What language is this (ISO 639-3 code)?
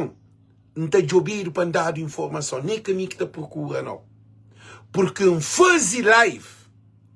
kea